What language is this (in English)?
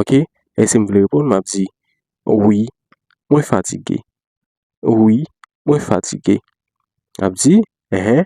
Haitian Creole